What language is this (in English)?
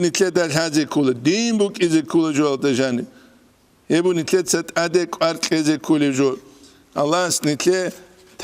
Avaric